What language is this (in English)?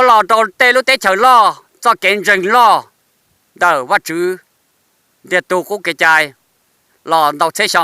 Hmong